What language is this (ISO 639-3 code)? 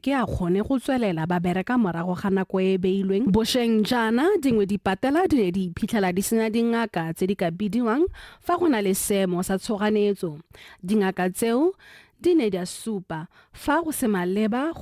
tsn